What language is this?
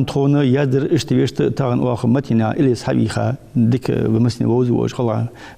Ingush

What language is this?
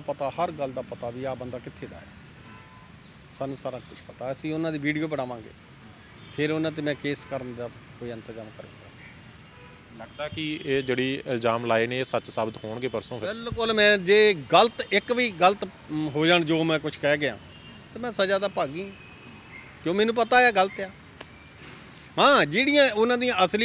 Punjabi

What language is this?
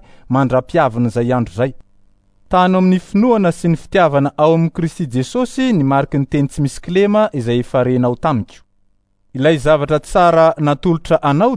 Malagasy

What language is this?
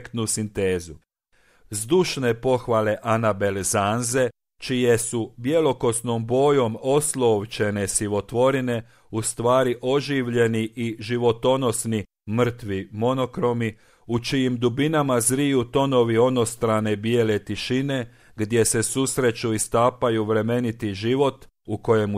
Croatian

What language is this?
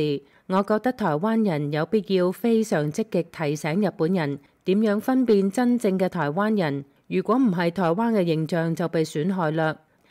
Cantonese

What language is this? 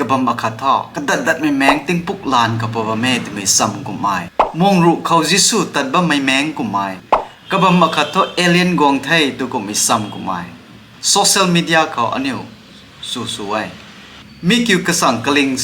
Rongmei Naga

